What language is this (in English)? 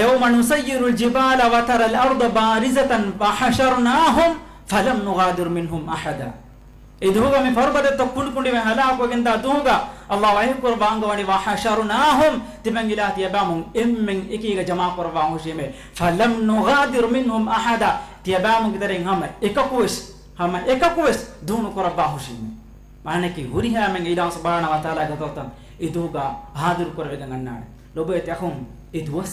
Divehi